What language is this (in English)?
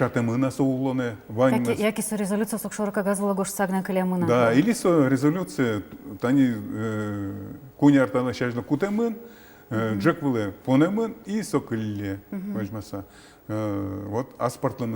Udmurt